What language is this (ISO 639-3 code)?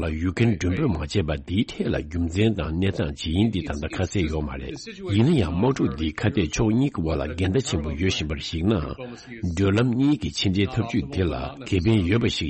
bod